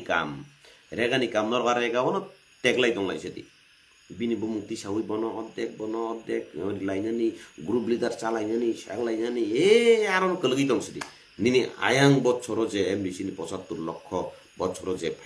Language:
Kok Borok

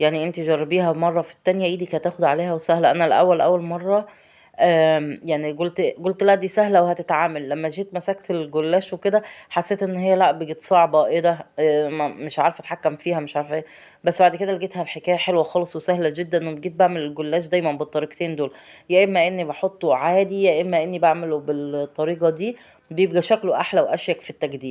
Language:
Egyptian Arabic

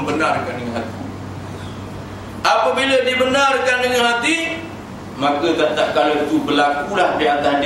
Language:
Malay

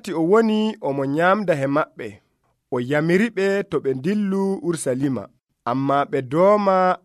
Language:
Nigerian Fulfulde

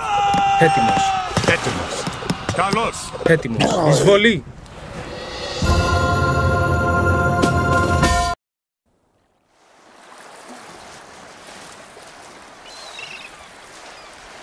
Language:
Greek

